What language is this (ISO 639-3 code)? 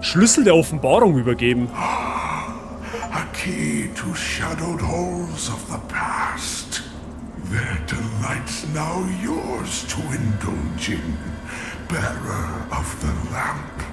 bar